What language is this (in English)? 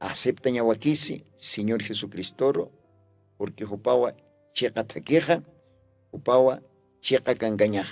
Aymara